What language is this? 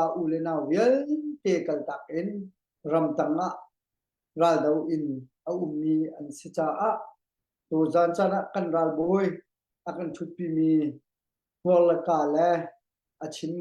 Hakha Chin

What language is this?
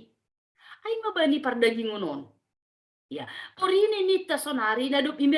Batak Simalungun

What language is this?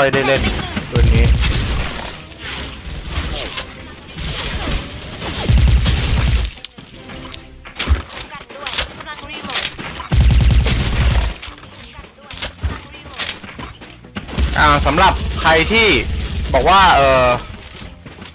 Thai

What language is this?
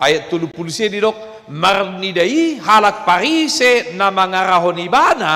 Batak Toba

